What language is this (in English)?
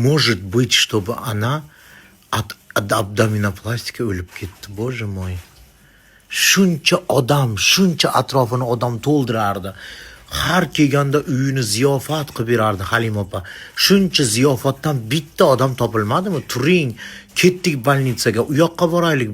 Uzbek